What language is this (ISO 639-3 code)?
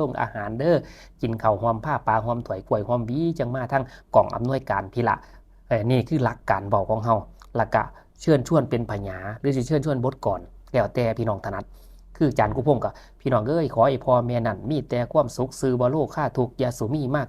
lao